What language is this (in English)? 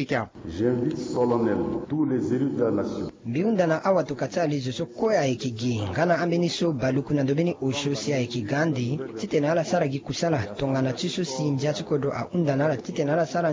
Sango